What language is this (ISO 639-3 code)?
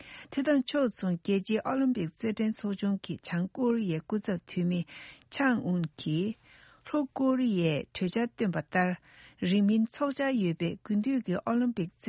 bod